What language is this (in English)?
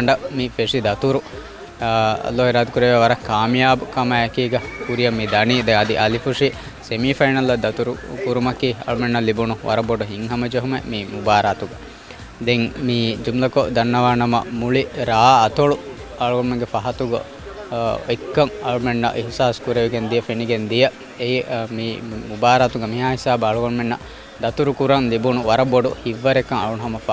Divehi